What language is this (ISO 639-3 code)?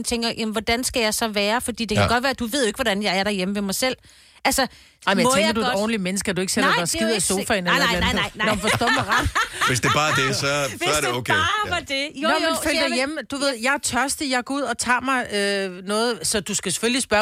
dan